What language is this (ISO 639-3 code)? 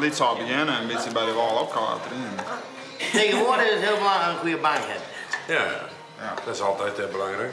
fry